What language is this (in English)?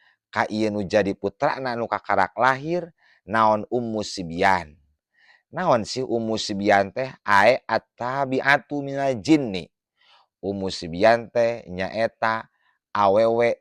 Sundanese